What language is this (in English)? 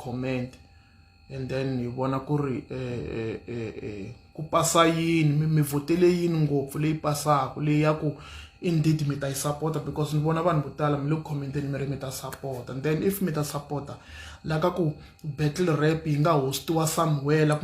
Tsonga